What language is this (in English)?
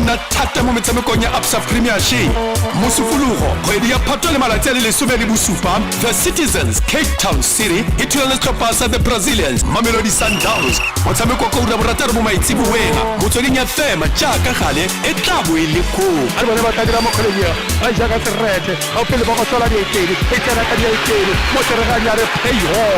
Tswana